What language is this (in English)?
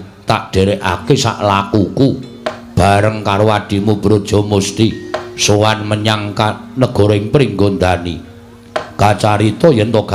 Javanese